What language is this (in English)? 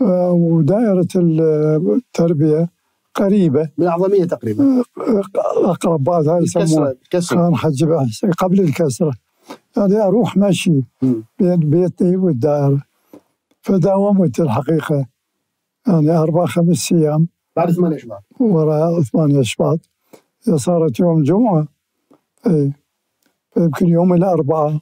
Mesopotamian Arabic